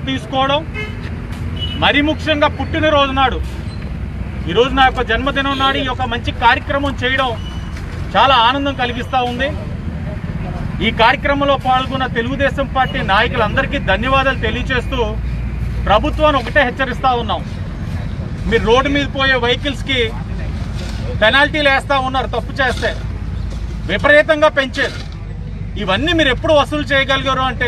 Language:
Telugu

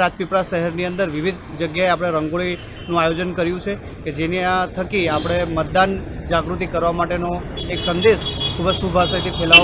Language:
Gujarati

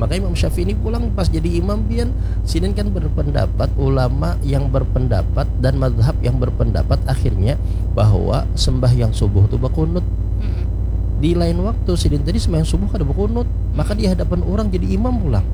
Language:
Banjar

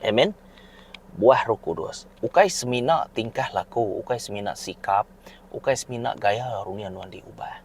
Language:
Iban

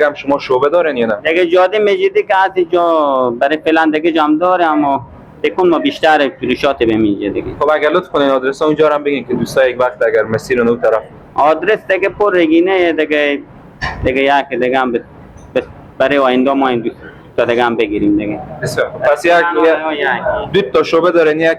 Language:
Persian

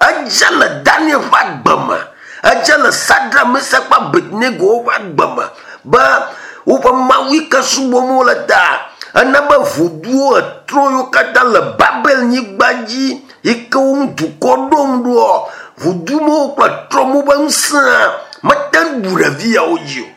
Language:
Ewe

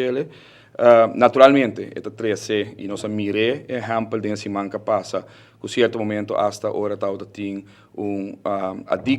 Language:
Papiamento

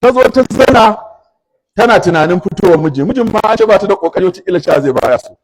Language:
Hausa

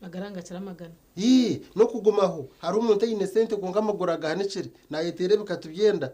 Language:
Nyankole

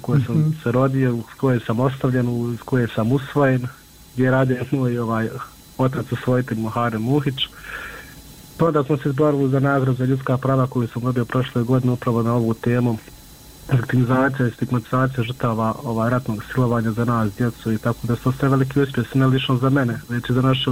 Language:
Bosnian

